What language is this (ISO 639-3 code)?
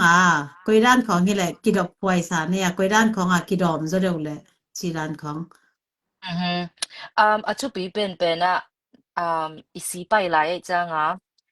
ctd